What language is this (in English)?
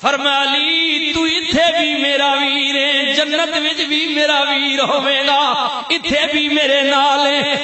Western Panjabi